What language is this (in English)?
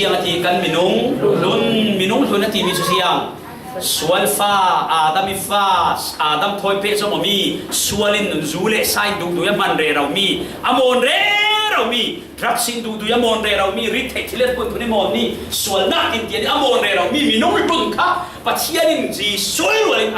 Falam Chin